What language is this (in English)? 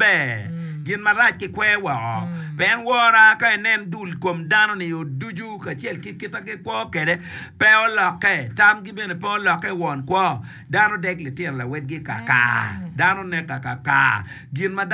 Acoli